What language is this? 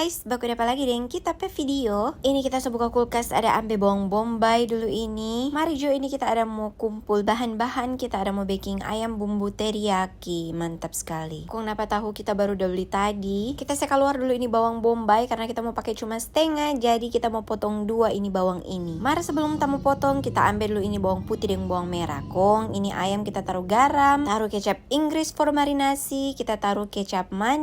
Manado Malay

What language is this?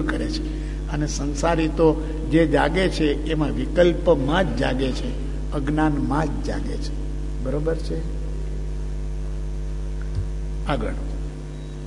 Gujarati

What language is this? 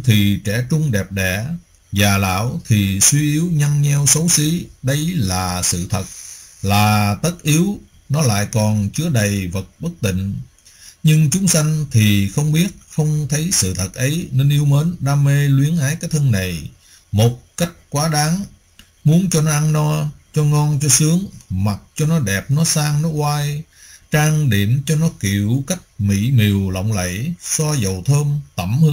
Vietnamese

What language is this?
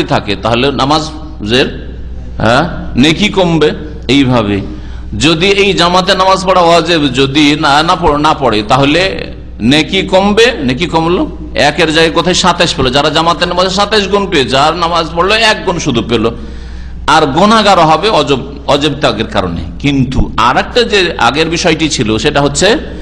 Bangla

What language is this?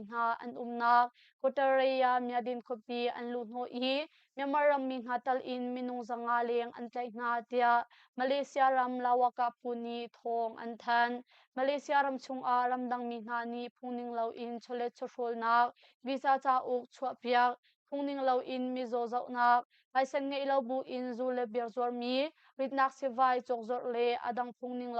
Hakha Chin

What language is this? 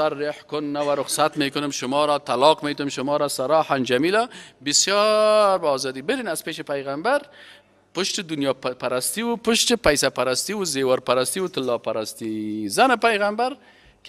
Persian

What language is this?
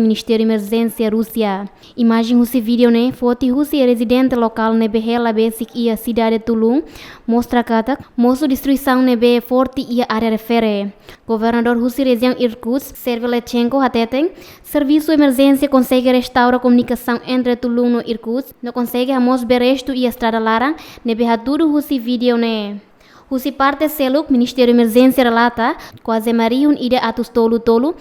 Tetum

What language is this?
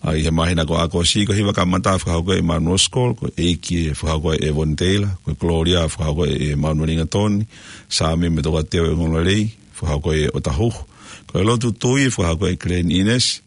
Tongan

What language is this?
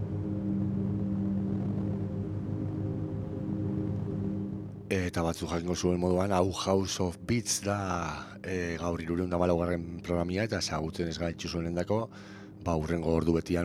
Basque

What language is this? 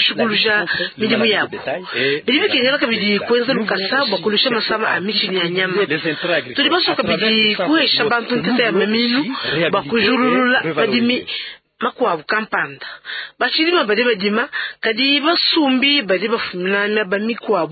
Luba-Lulua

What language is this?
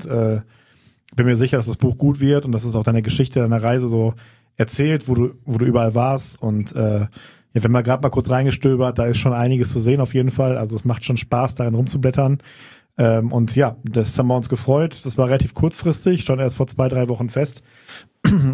German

